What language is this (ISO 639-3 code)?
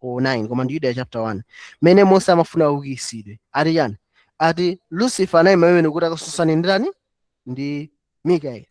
nya